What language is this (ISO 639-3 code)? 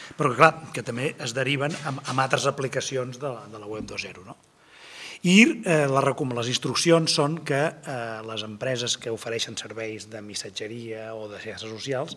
cat